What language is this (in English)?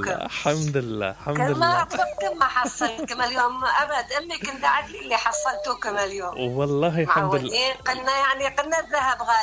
Mesopotamian Arabic